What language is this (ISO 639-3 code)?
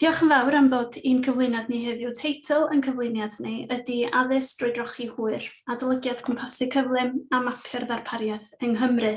cym